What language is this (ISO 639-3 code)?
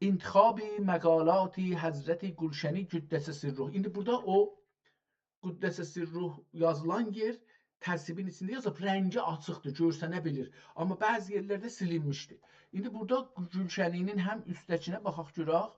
azb